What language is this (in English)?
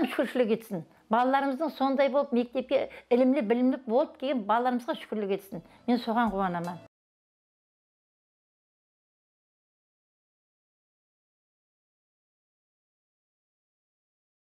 Kara-Kalpak